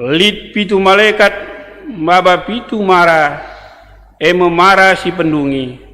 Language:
Batak Karo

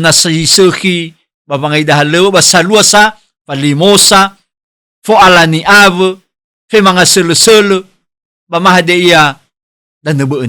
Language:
Nias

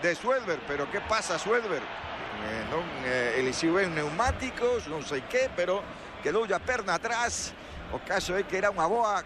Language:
Galician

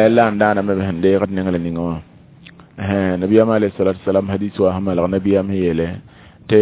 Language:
Mossi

